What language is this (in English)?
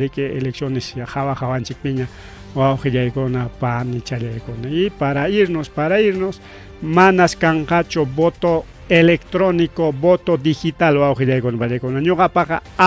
Ayacucho Quechua